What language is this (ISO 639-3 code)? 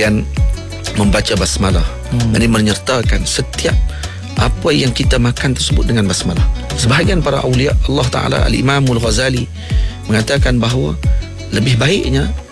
msa